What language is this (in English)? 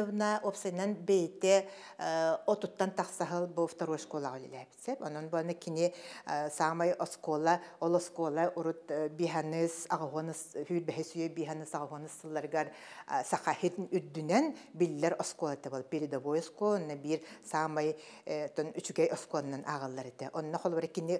Yakut